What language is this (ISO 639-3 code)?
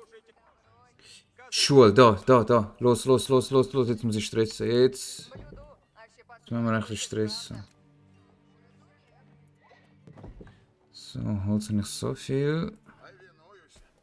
deu